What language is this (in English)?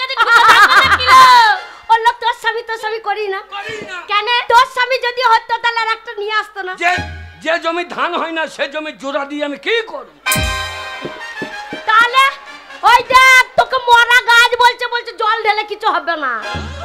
Bangla